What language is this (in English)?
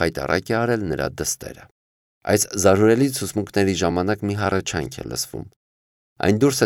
Armenian